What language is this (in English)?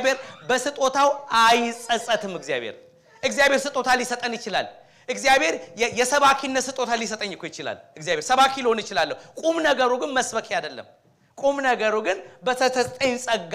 Amharic